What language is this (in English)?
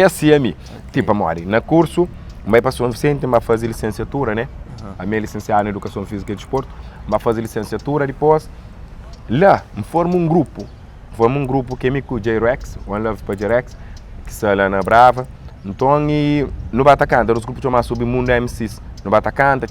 Kabuverdianu